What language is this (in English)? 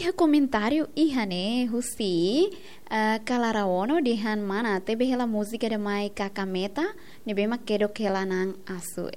Tetum